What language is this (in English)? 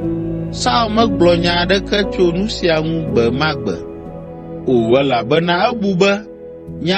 Ewe